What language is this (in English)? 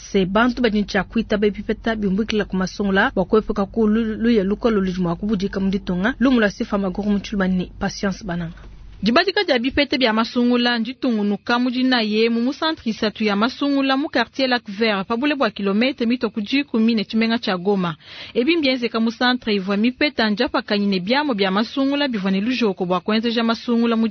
Luba-Lulua